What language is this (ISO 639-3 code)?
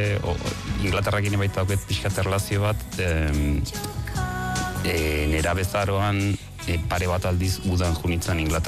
eus